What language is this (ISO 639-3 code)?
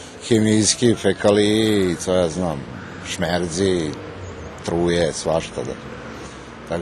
rue